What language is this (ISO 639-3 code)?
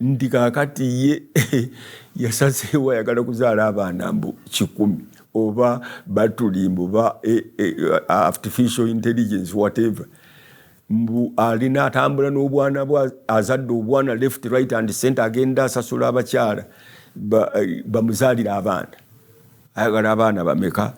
lug